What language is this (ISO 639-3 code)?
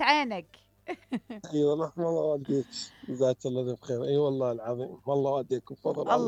acm